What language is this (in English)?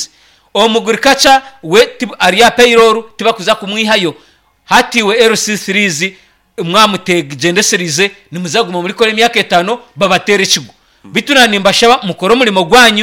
Nyankole